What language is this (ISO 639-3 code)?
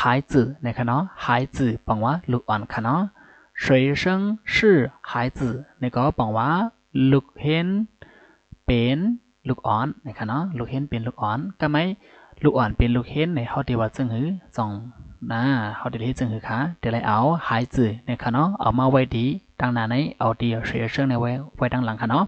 shn